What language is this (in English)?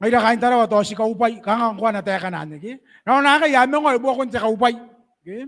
Gilbertese